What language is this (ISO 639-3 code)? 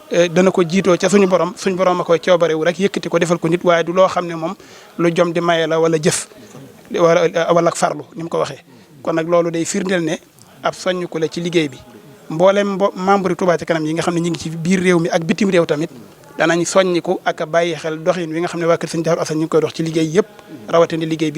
wol